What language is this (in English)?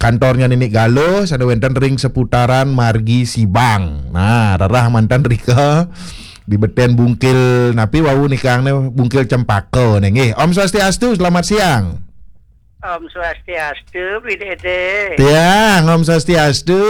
Balinese